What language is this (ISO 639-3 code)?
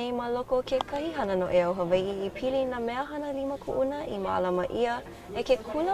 haw